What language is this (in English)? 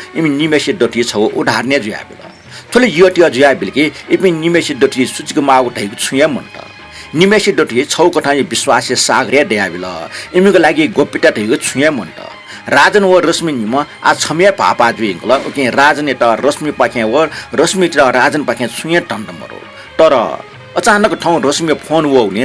Newari